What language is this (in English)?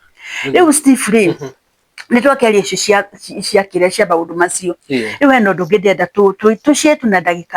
Kikuyu